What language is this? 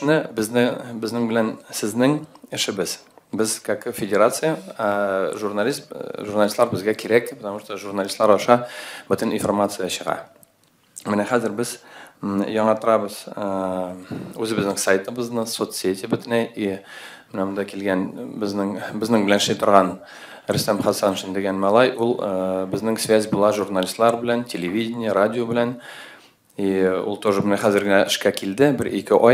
Tatar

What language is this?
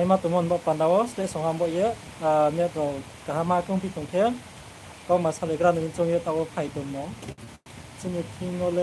Riang (India)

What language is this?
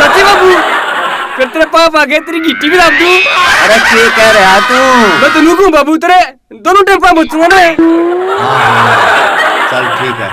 Haryanvi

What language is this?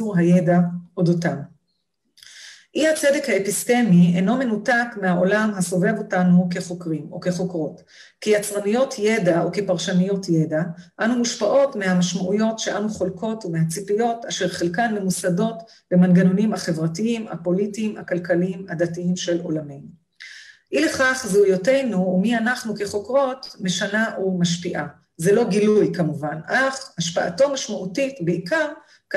Hebrew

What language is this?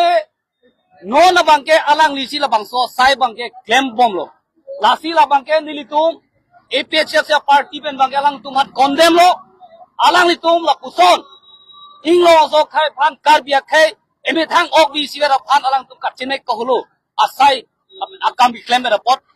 Karbi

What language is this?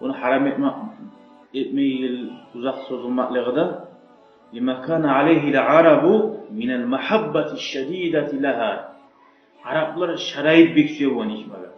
Kumyk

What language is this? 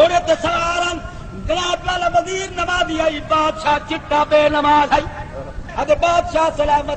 Saraiki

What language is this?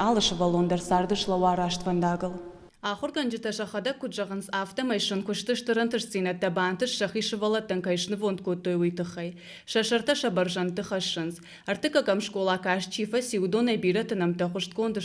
Ossetic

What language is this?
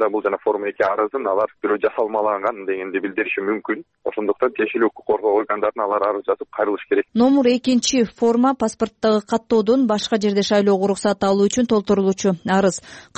Kyrgyz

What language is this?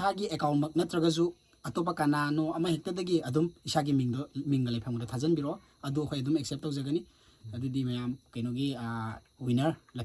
Manipuri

